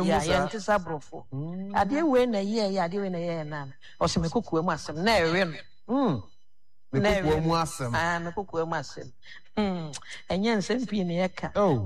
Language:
Akan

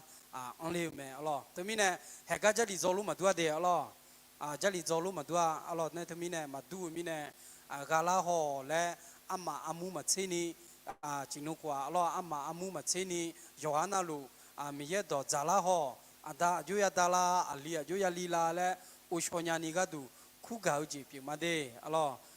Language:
Akha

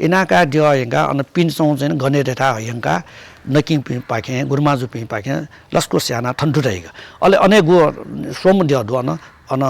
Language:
Newari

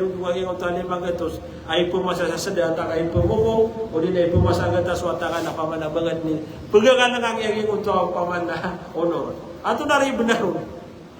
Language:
Maranao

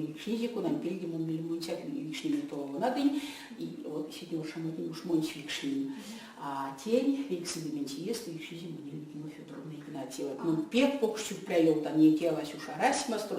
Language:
Erzya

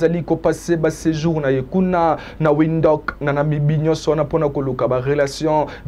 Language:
Lingala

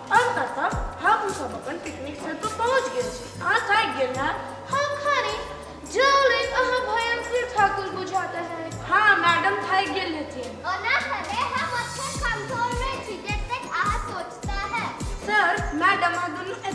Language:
Maithili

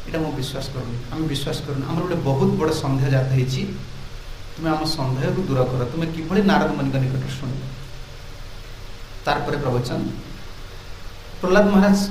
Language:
Odia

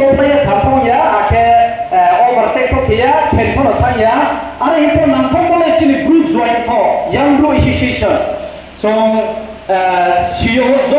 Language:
Riang (India)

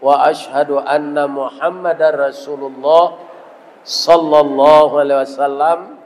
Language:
Minangkabau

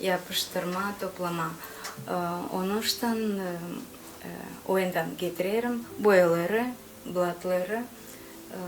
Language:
Gagauz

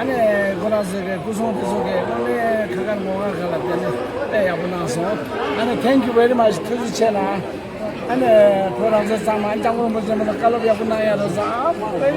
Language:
Tibetan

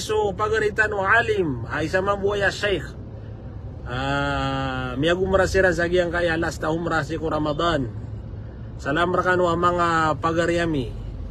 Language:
Maranao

